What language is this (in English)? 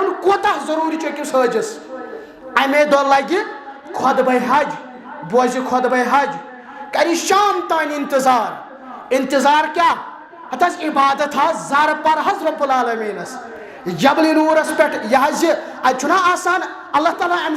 Kashmiri